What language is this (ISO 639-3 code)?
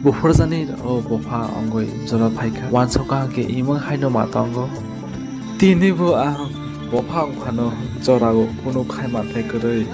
trp